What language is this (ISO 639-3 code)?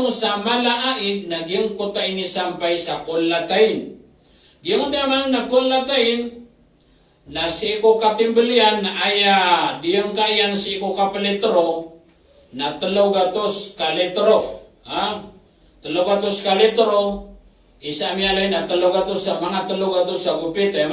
mrw